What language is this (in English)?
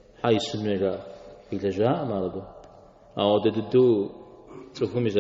Kabardian